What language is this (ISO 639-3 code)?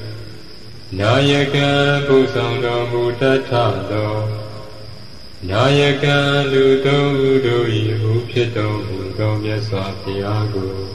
mya